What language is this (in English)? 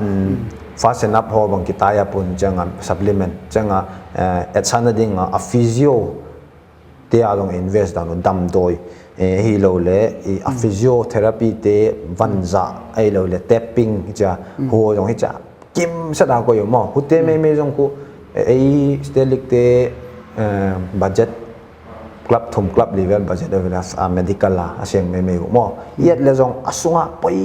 Paite Chin